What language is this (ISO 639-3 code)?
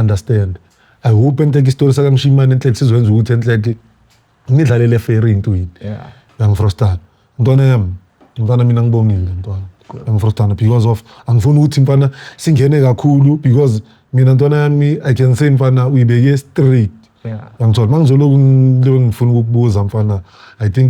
zul